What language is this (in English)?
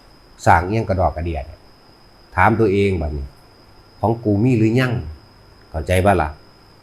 Northeastern Thai